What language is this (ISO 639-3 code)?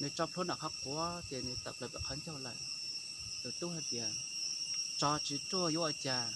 hmn